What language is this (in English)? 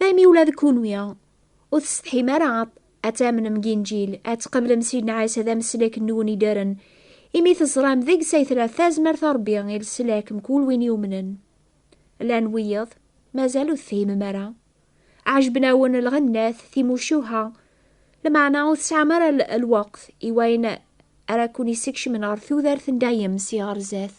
Kabyle